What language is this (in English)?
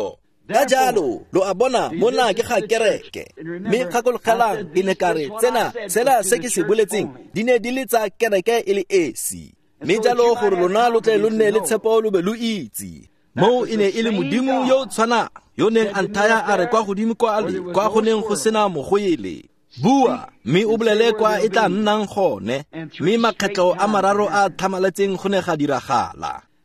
Tswana